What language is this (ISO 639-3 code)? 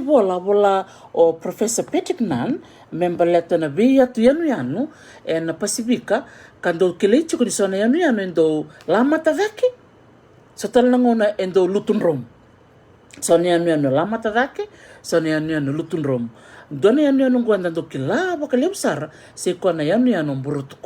fij